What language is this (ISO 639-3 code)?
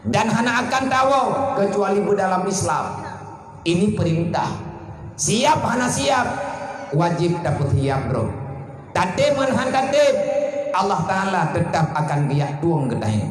ace